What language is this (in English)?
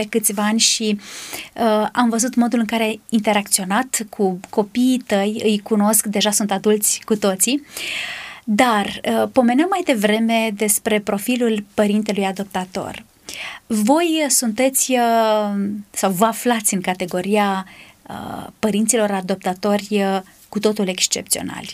Romanian